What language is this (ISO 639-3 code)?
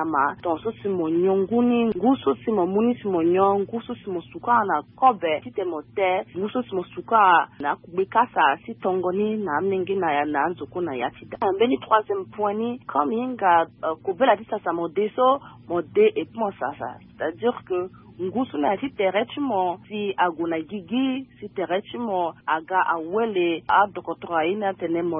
sag